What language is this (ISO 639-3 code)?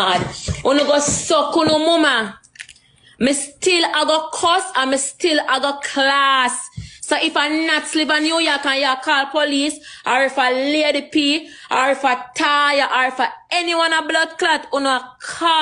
jam